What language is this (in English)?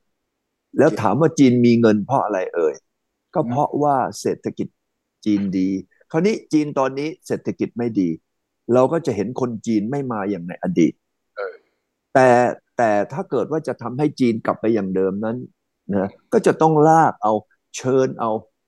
Thai